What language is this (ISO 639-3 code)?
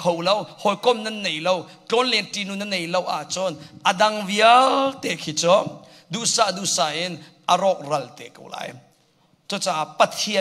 cnh